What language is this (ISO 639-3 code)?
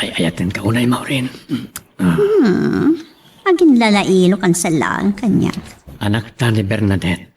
ilo